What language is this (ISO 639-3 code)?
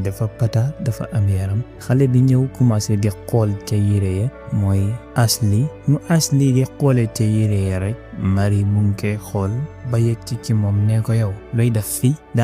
wol